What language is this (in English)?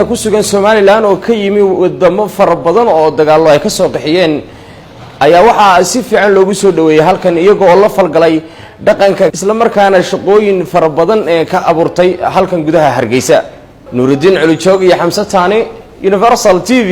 Somali